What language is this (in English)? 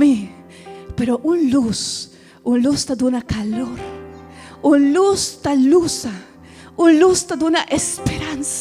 Papiamento